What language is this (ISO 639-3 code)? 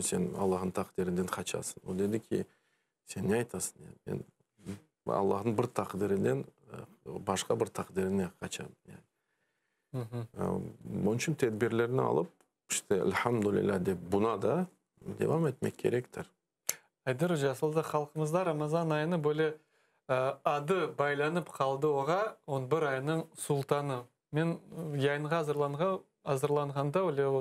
crh